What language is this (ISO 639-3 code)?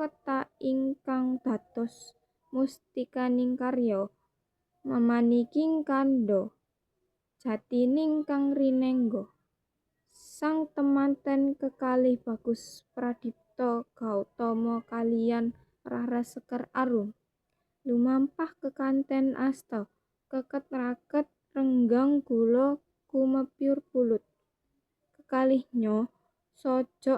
jav